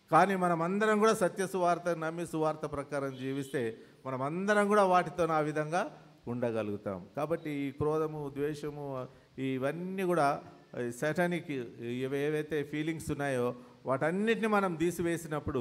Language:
Telugu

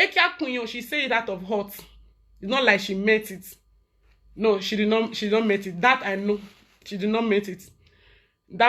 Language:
Nigerian Pidgin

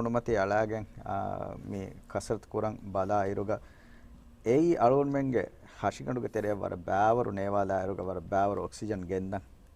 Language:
Divehi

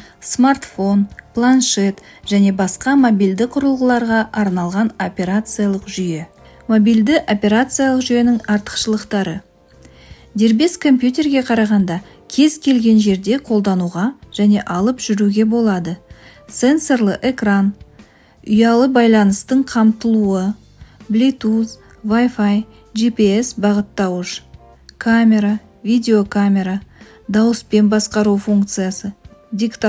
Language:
Kazakh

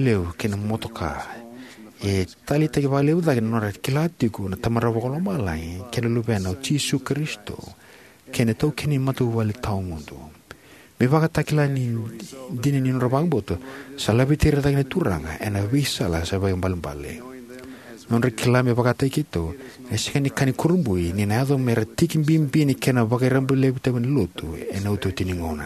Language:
Fijian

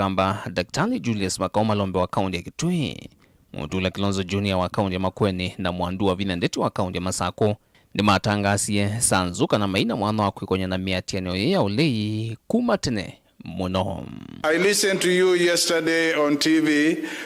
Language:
Kamba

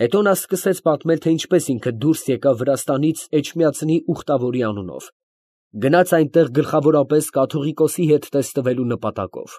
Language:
Armenian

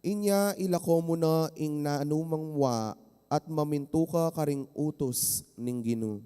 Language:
Pampanga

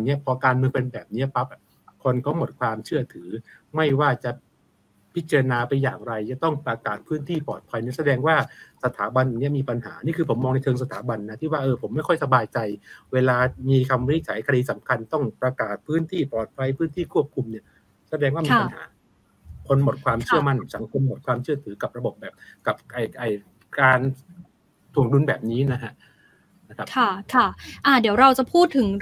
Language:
Thai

